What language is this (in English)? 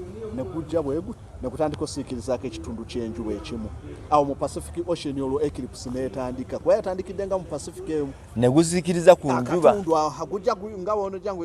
Ganda